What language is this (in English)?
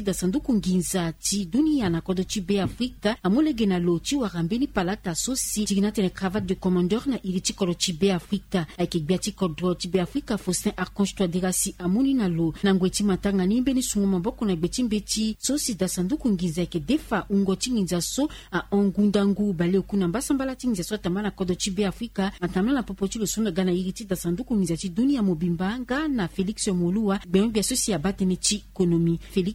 Sango